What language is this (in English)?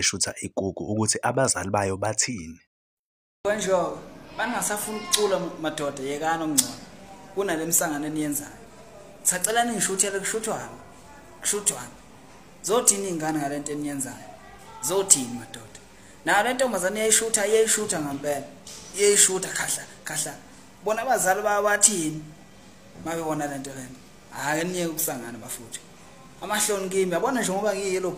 Zulu